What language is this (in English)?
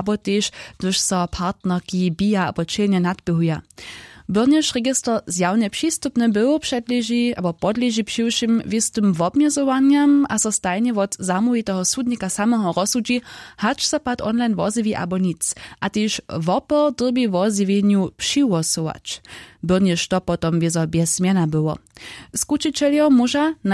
Upper Sorbian